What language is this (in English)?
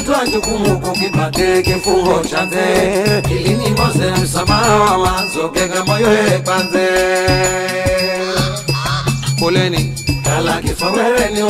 Swahili